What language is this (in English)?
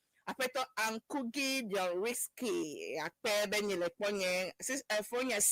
Ewe